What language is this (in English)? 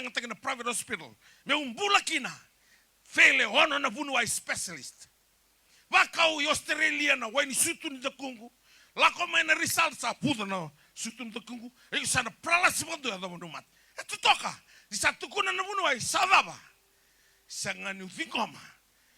Fijian